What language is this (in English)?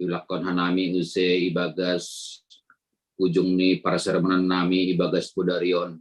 Batak Simalungun